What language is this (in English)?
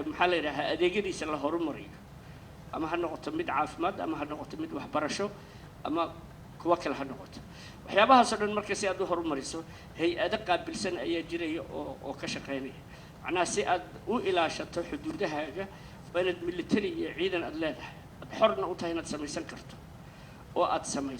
Somali